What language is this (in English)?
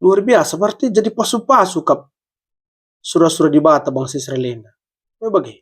Batak Karo